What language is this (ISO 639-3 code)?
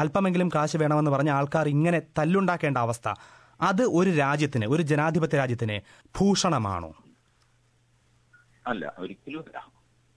mal